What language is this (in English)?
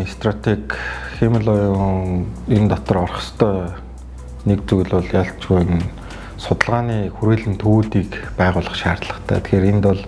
Mongolian